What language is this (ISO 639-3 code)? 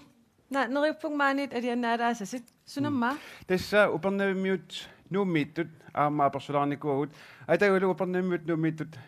kal